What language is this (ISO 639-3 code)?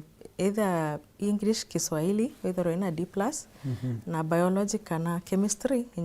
mer